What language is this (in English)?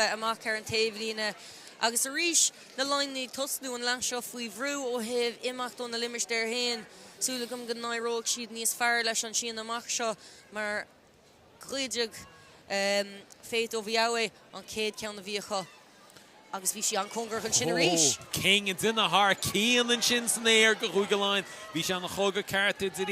Irish